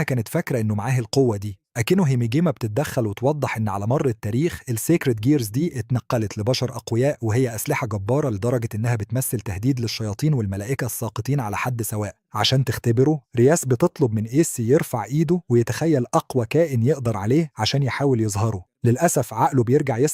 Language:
Egyptian Arabic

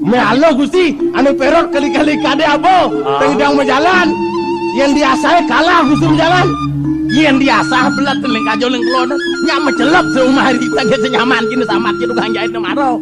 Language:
Balinese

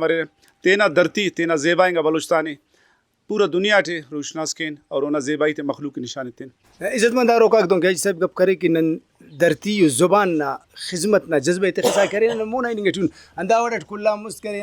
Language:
Brahui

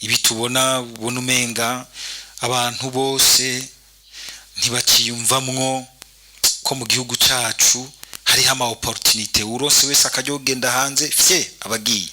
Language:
Rundi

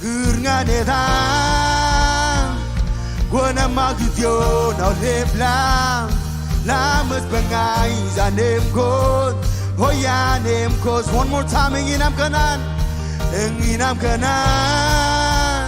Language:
Marshallese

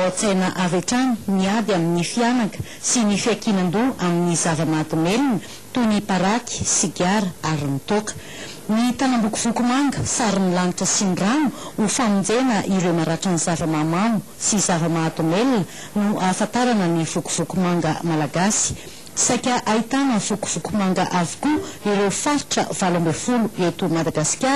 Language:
Malagasy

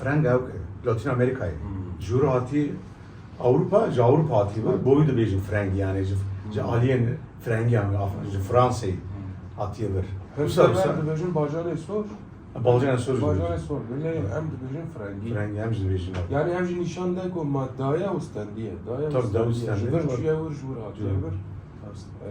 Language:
Kurdish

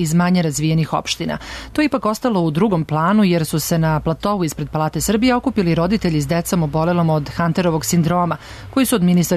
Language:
Serbian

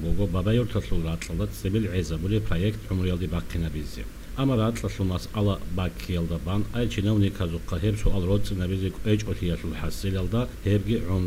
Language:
Avaric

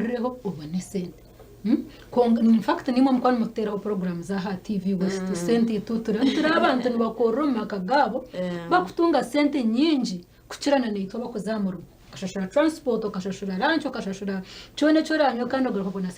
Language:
Nyankole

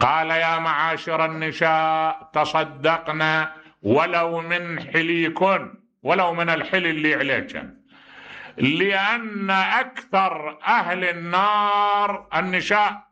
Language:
Mesopotamian Arabic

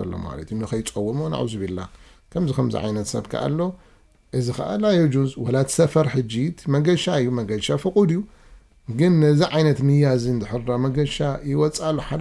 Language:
Tigrinya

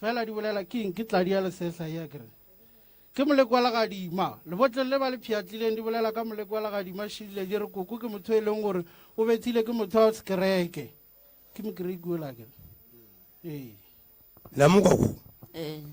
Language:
Northern Sotho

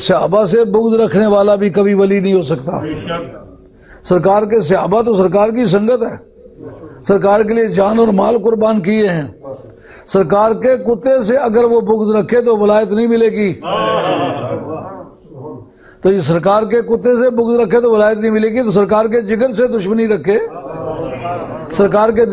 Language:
Urdu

